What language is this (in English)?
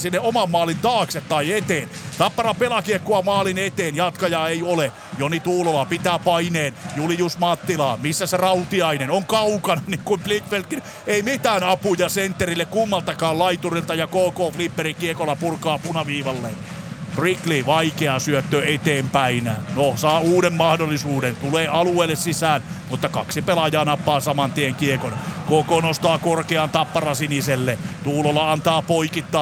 Finnish